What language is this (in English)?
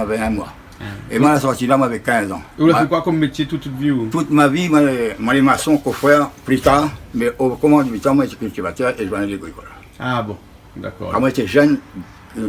Réunion Creole French